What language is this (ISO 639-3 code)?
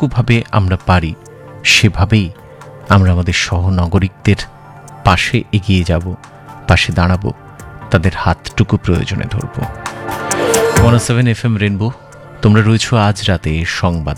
ben